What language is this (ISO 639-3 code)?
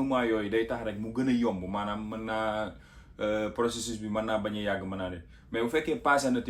wol